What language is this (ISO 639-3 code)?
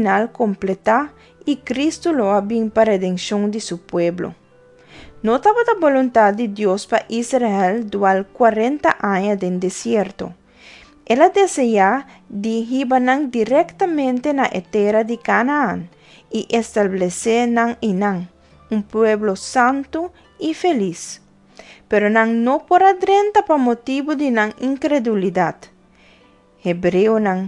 pap